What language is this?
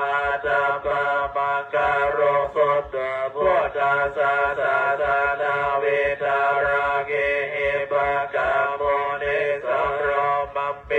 Pali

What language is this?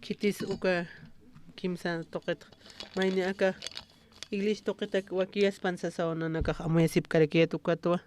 Aymara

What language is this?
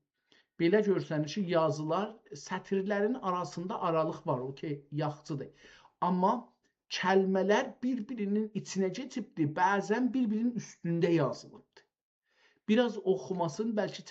South Azerbaijani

